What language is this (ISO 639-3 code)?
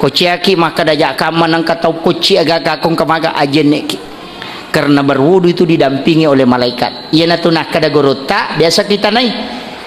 bug